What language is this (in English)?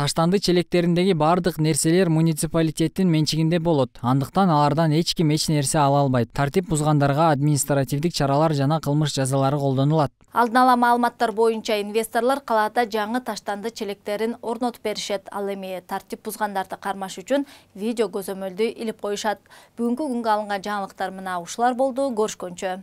Kyrgyz